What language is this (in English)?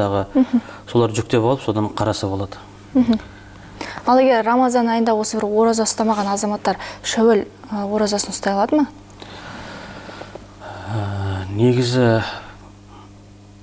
Kazakh